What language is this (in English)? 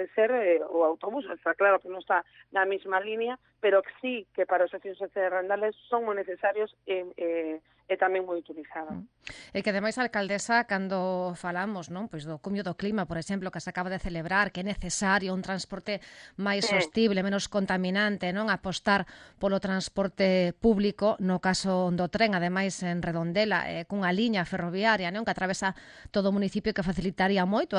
Galician